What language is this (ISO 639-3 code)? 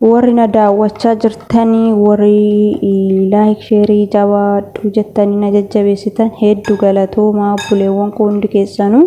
orm